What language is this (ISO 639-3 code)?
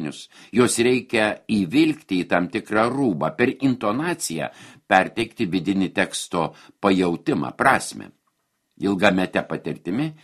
lit